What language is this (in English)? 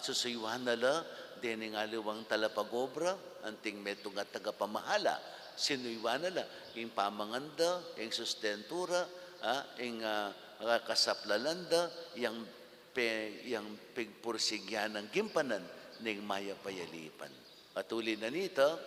Pampanga